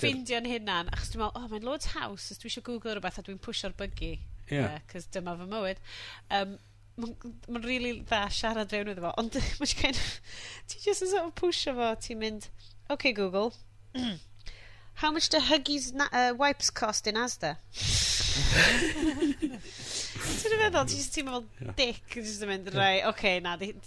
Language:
Welsh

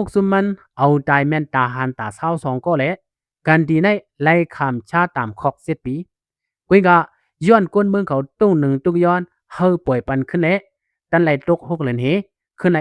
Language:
Shan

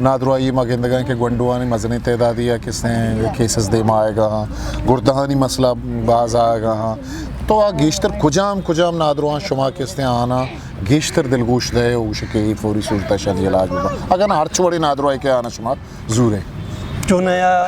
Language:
Eastern Balochi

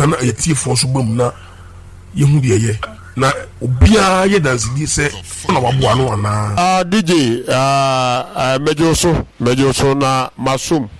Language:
Akan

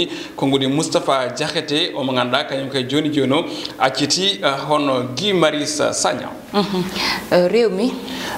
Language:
Fula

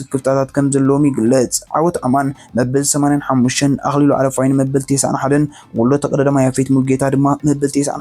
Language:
Tigrinya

